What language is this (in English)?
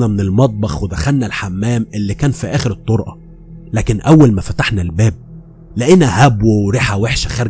Egyptian Arabic